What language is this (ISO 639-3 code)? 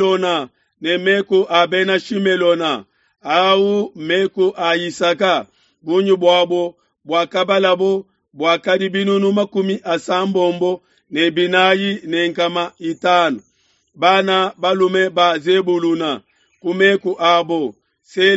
lua